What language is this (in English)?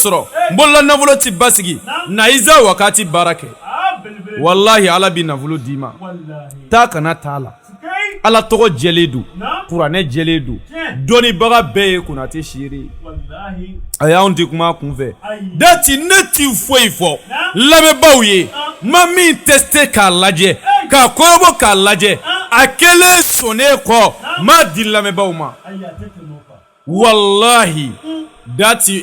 Bambara